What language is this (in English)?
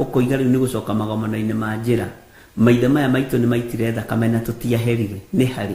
Kikuyu